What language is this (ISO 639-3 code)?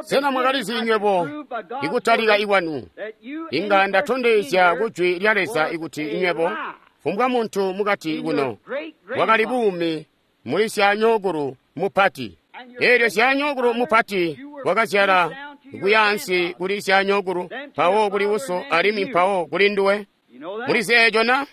toi